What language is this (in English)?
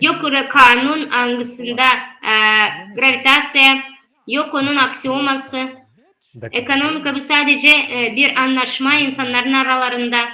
Gagauz